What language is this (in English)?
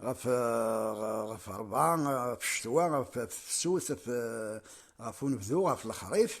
Kabyle